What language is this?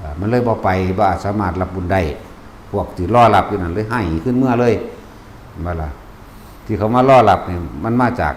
Northeastern Thai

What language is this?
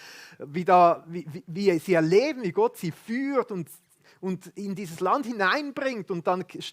Swiss German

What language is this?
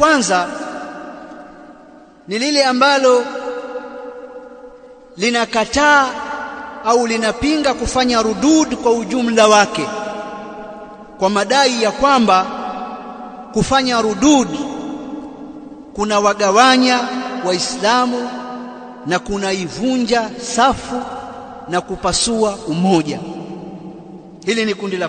Swahili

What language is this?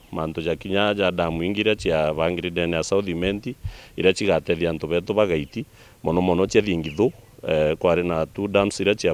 Meru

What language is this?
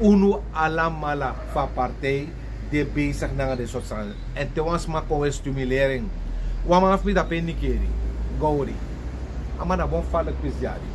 Sranan Tongo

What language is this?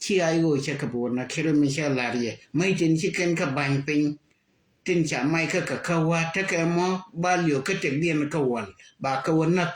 Nuer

